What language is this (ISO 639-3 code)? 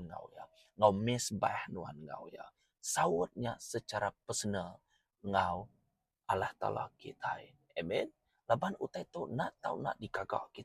iba